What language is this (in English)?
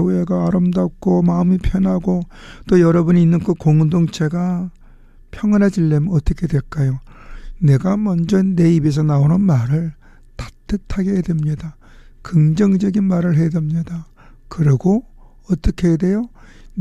Korean